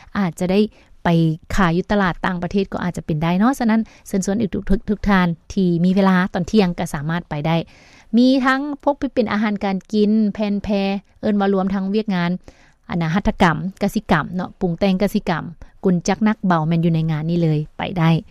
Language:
Lao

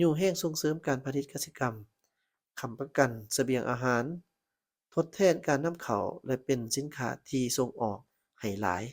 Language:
Lao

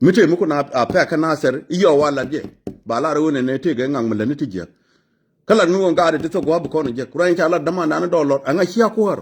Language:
Nuer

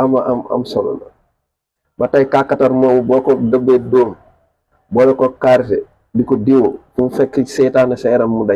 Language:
Wolof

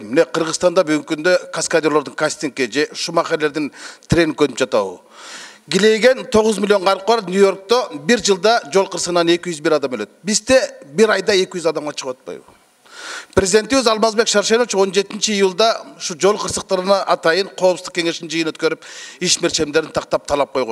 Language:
Kyrgyz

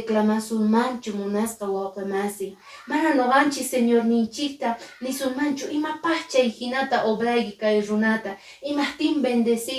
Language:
Quechua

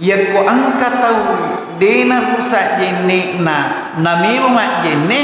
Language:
Buginese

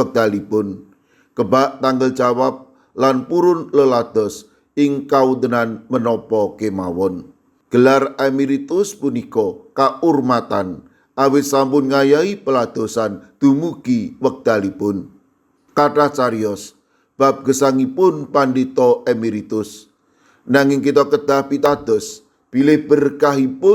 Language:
Javanese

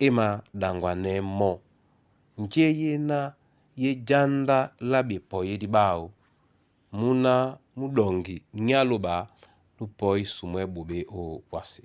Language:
Duala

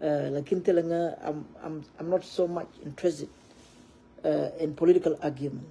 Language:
Nuer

